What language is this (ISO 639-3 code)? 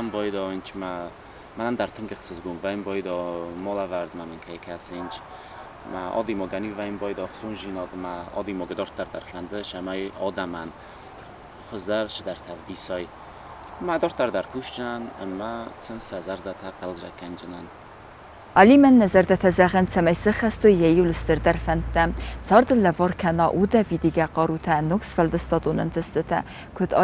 oss